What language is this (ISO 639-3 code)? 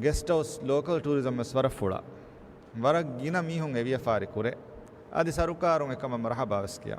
div